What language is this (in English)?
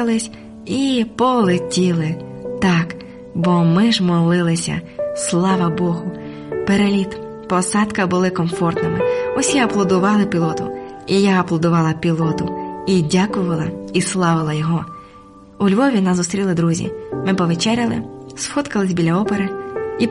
Ukrainian